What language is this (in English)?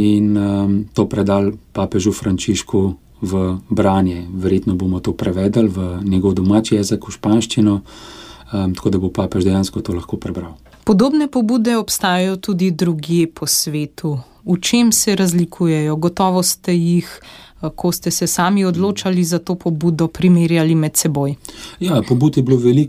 Slovenian